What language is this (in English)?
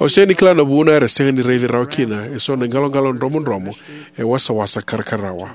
Fijian